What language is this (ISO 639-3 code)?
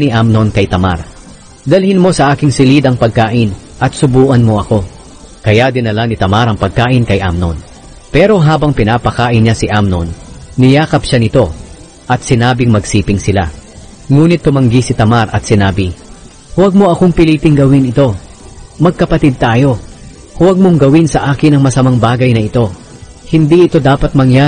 fil